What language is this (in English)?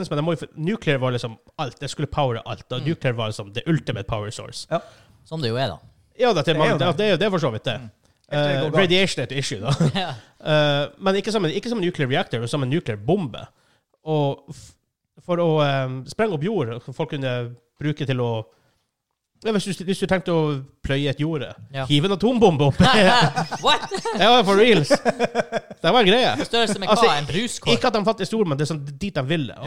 Norwegian